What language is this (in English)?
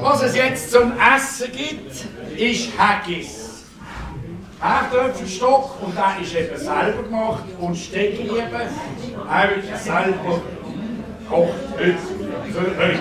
Swiss German